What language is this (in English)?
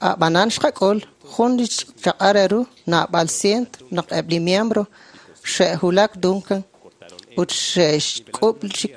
Kekchí